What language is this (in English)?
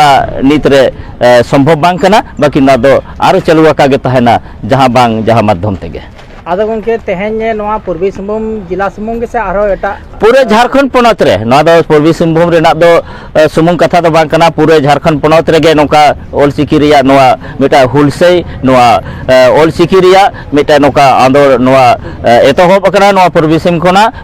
Santali